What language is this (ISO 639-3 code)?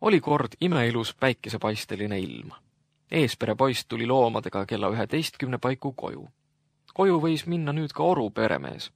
est